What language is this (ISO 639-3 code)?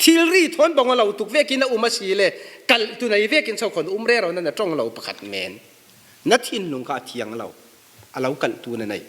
cfm